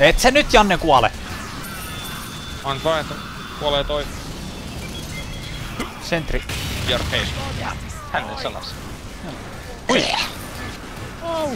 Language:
Finnish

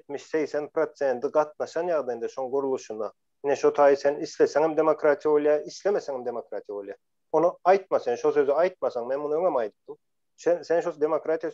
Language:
Turkmen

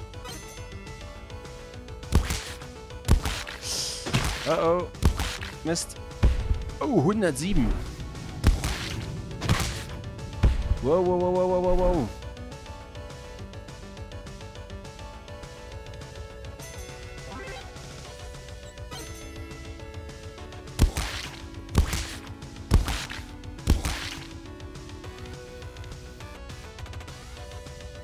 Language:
German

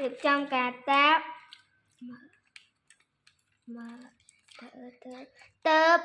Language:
Khmer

